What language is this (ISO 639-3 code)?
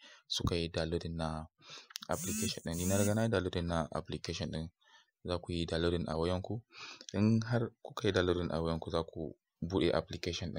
hau